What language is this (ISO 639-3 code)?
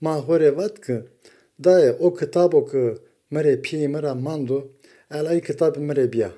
zza